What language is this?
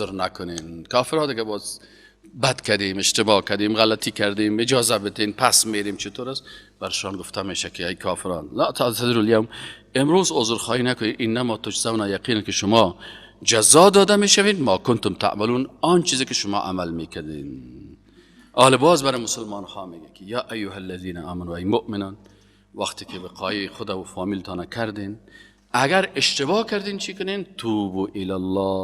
Persian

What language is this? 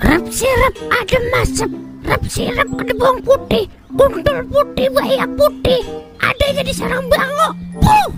Betawi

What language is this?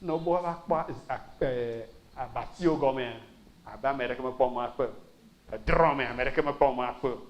Ewe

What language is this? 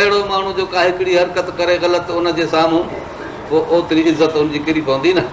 Sindhi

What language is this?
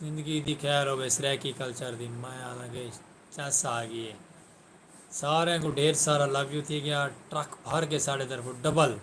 Saraiki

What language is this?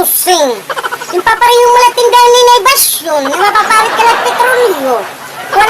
Waray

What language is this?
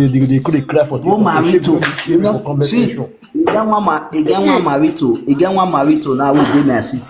Nigerian Pidgin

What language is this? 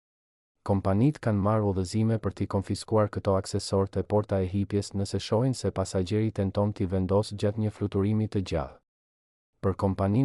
Albanian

